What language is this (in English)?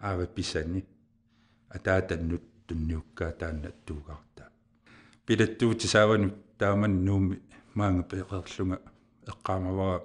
Kalaallisut